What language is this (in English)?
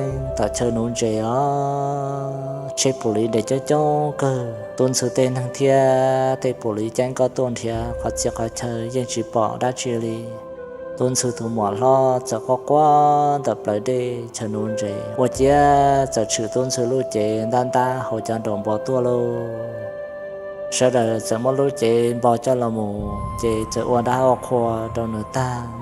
Hmong